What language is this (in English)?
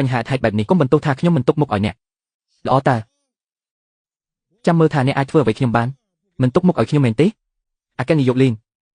Khmer